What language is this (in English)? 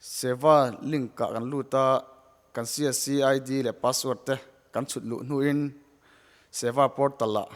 Mizo